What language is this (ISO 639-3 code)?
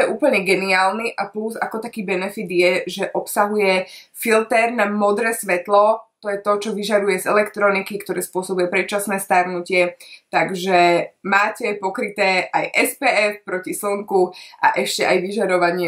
slk